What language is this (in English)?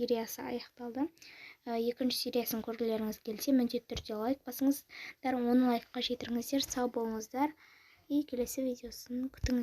Kazakh